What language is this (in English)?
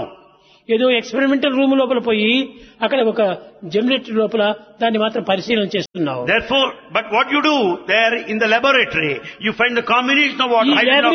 Telugu